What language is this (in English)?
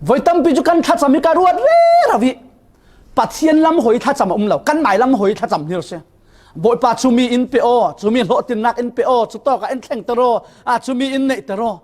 Falam Chin